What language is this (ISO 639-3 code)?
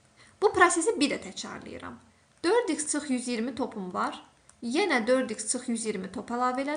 aze